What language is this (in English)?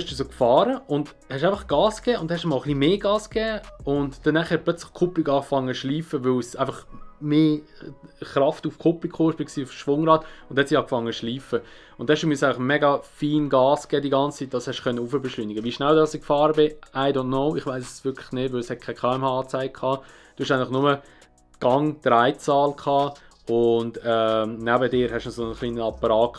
Swiss German